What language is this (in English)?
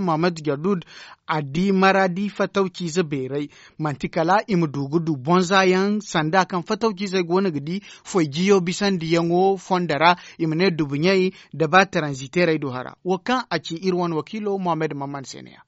Zarma